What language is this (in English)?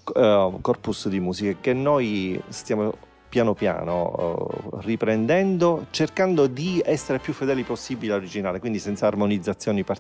Italian